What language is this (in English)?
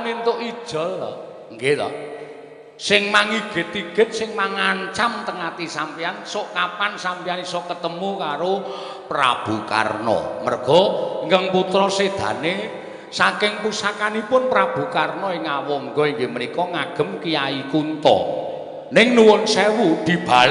Javanese